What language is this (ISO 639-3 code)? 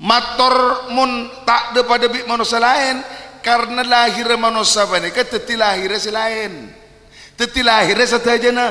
mad